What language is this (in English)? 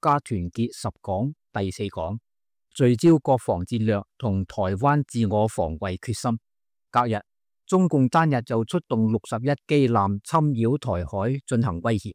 Cantonese